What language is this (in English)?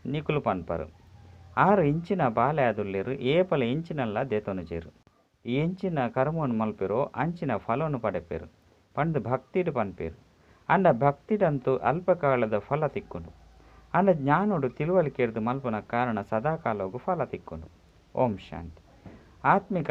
Tulu